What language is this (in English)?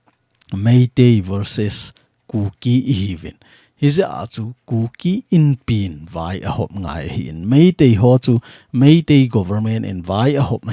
Thado Chin